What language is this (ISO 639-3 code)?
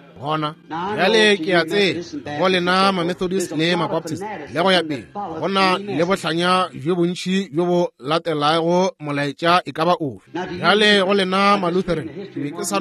nso